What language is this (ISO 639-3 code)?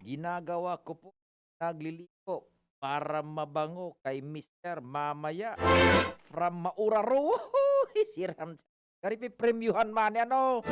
bik